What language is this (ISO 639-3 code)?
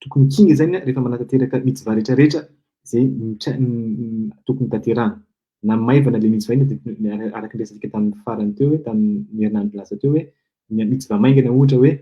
mlg